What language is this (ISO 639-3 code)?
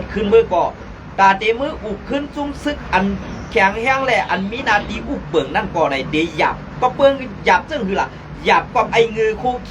shn